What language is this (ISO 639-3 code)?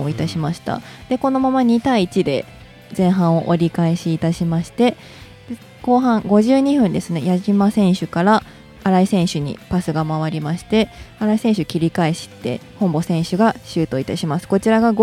jpn